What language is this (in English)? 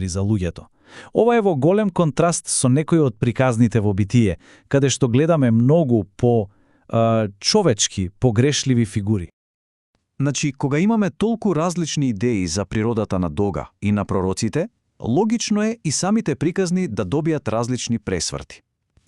Macedonian